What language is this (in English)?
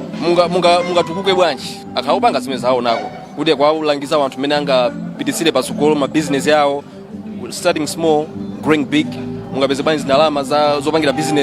Nyanja